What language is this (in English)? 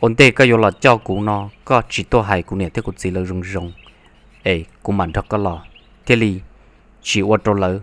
Hmong